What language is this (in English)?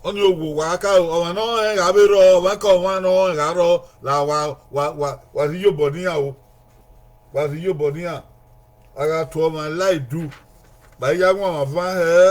Bini